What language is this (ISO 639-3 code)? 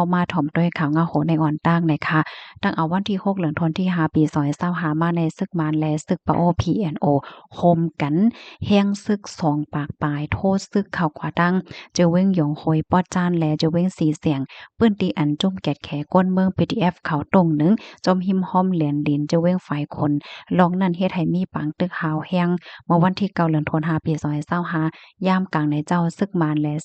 shn